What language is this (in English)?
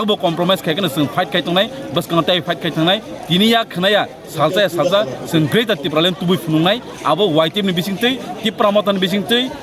Kok Borok